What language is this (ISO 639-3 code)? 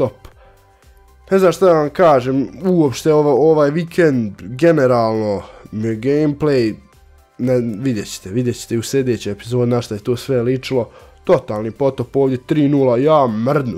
hrv